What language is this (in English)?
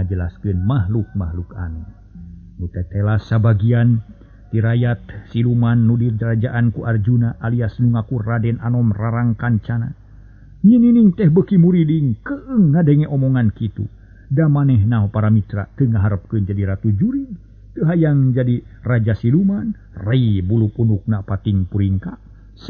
Sundanese